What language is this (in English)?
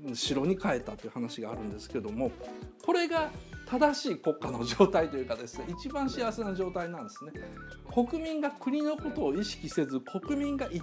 Japanese